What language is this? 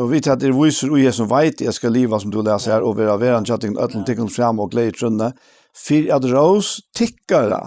Faroese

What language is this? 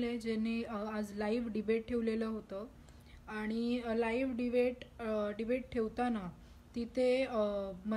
Marathi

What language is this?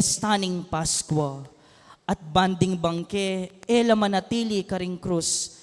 Pampanga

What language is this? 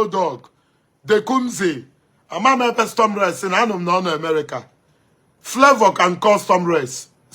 Igbo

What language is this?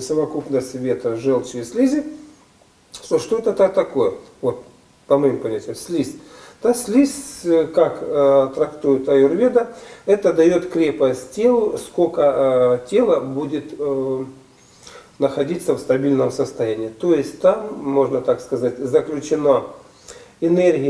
Russian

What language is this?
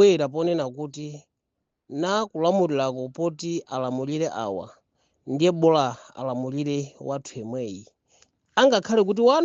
Nyanja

